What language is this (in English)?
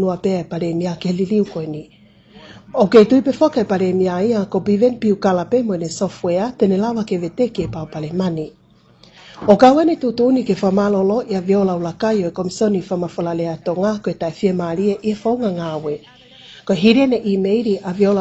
Tongan